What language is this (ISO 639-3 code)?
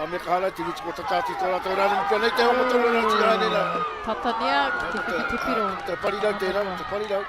mri